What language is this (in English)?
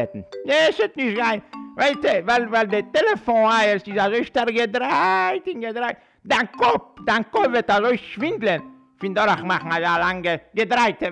Yiddish